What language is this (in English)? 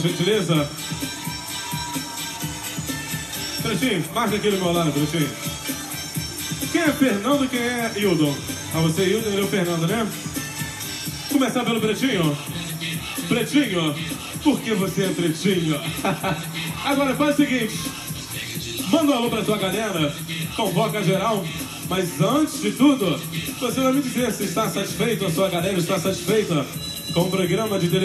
Portuguese